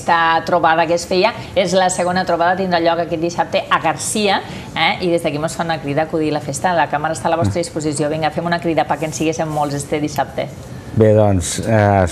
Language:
Catalan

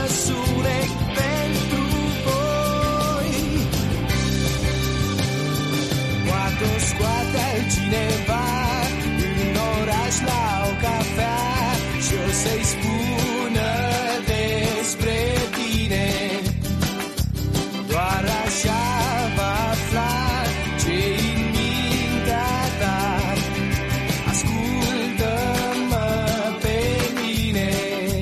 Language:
Romanian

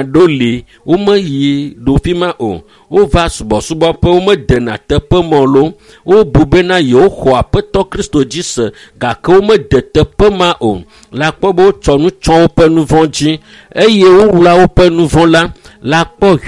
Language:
Ewe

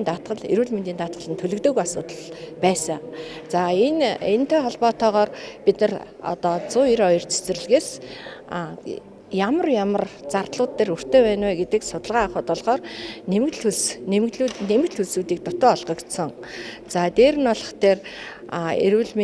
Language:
Mongolian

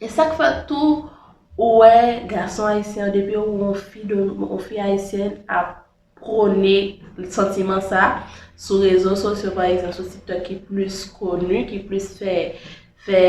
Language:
Haitian Creole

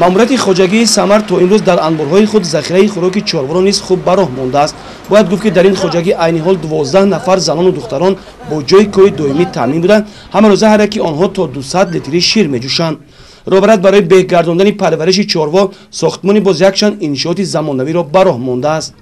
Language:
Tajik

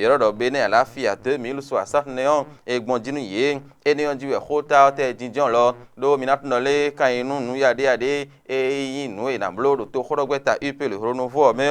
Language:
Fon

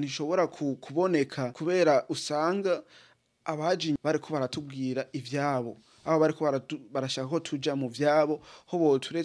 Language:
Rundi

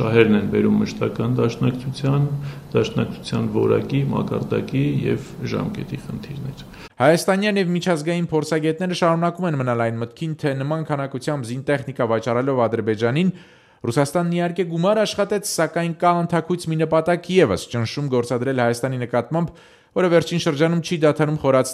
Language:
Armenian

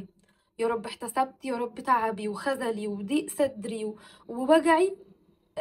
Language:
Egyptian Arabic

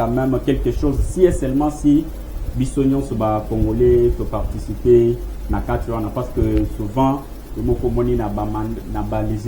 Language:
Lingala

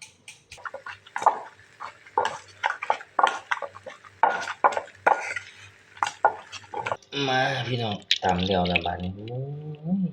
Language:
Lao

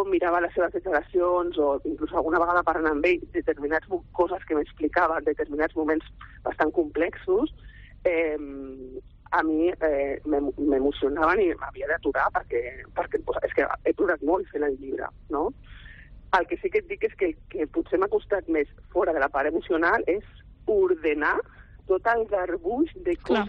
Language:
Catalan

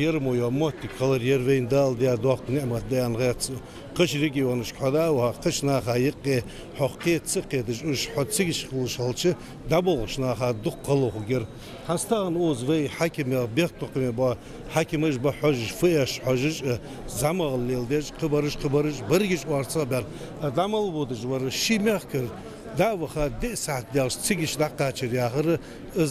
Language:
Ingush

